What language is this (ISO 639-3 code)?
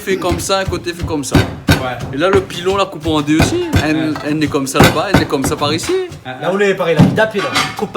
rcf